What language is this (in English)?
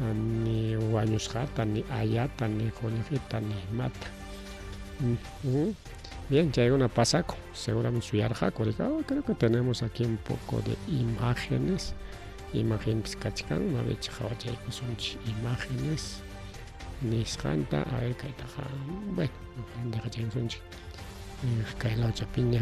Ayacucho Quechua